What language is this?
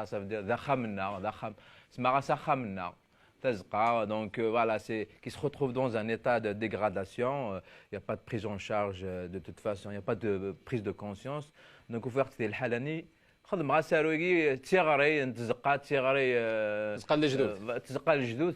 Kabyle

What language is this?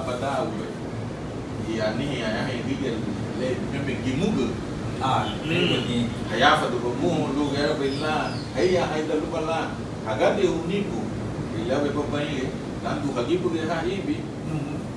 Garifuna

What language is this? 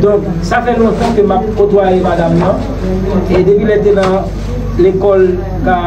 Haitian Creole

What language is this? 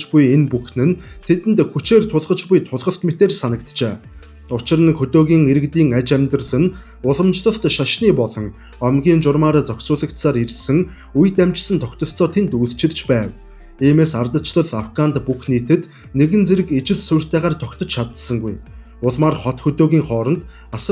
Mongolian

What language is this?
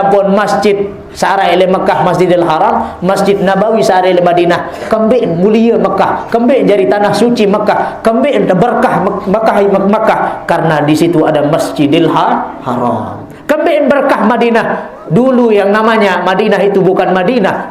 Sasak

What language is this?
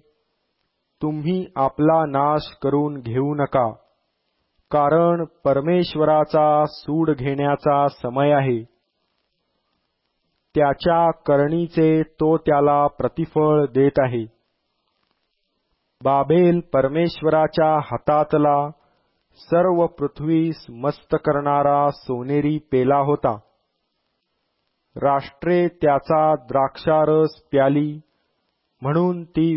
Marathi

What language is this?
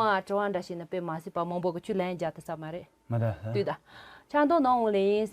Tibetan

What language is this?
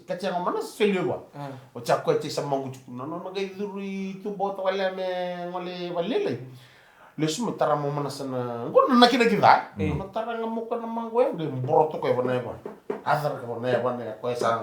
Fijian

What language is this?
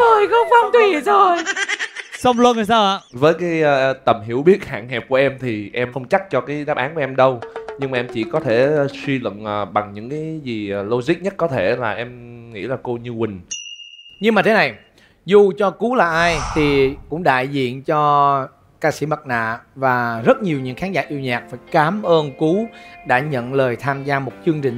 Vietnamese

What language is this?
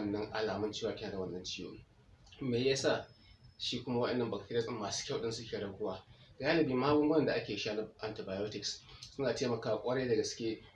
Hausa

